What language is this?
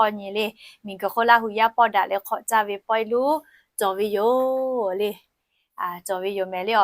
Lahu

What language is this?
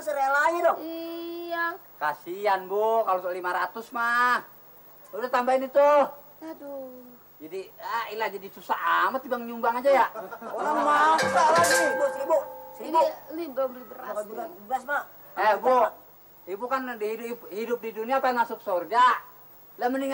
Betawi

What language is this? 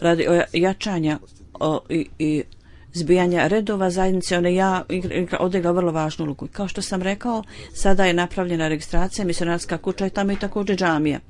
Bosnian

